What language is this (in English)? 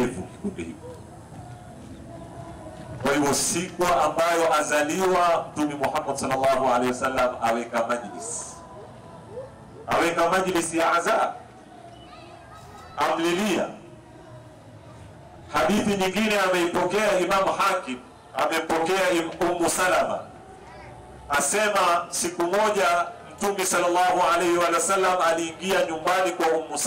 Swahili